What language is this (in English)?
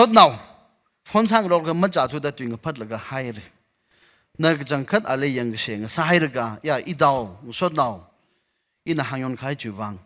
Tangkhul Naga (India)